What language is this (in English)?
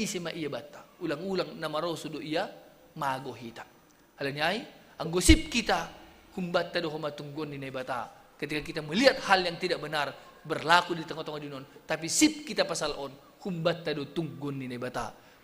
Batak Simalungun